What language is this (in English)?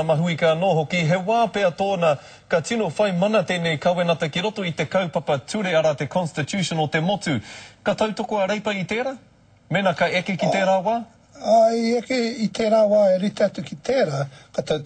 Māori